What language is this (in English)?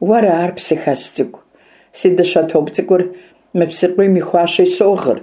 Kabardian